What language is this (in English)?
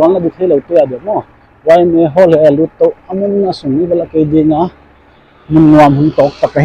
Paite Chin